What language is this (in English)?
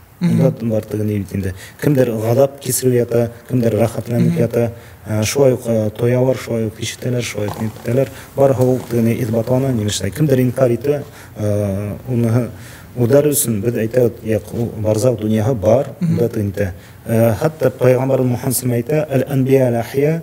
Bashkir